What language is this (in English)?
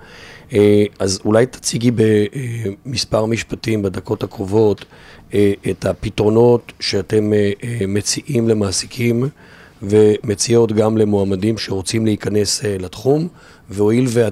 Hebrew